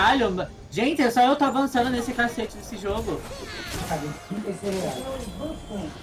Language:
Portuguese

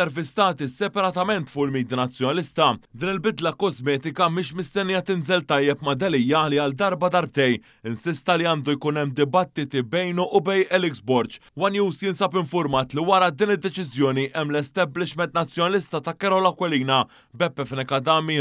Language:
Maltese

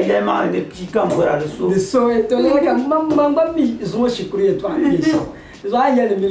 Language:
Dagbani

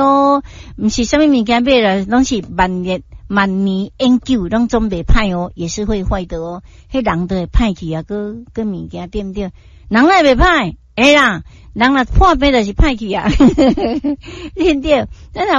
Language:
Min Nan Chinese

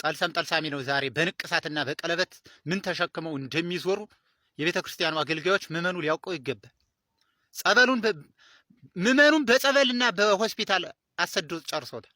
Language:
Amharic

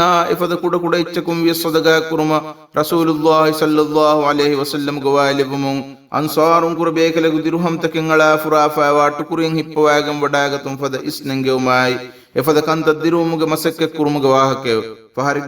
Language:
Divehi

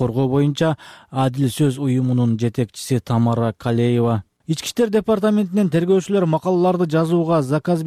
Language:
Kyrgyz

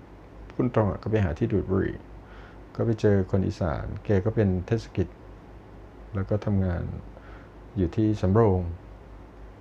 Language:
Thai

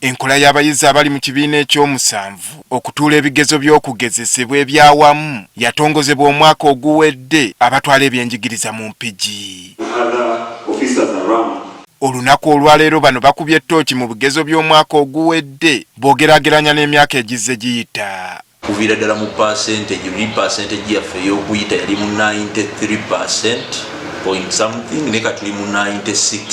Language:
Ganda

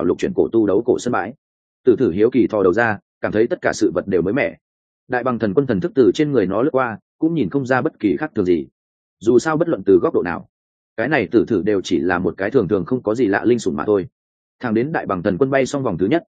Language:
Vietnamese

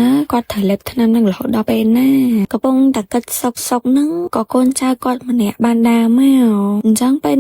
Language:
Khmer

